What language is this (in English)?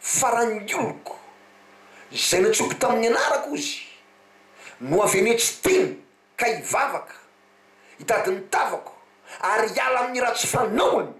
Malagasy